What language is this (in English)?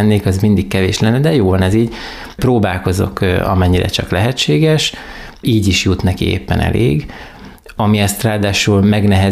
Hungarian